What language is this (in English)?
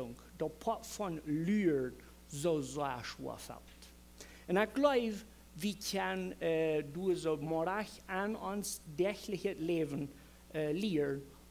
Plautdietsch